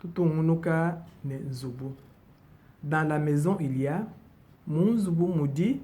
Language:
Luba-Lulua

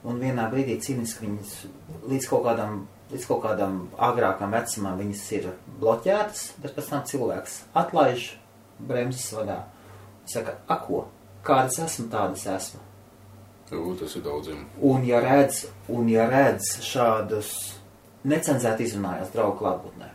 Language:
Latvian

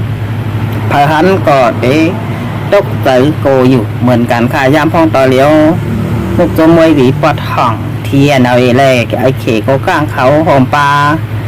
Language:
Shan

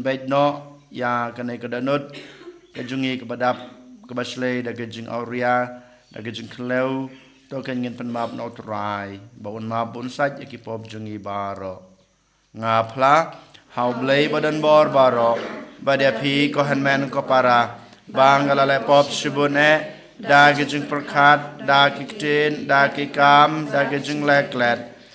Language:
Khasi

